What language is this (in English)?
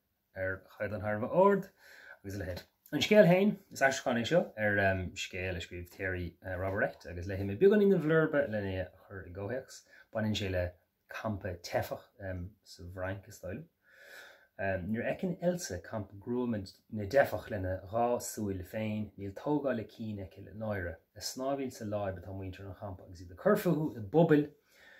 Irish